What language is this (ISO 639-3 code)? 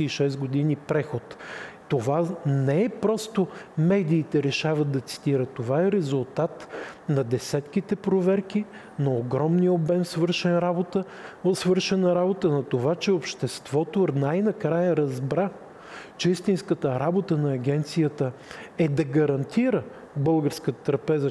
bul